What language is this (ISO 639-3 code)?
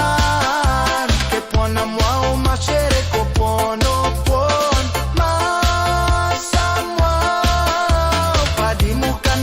pon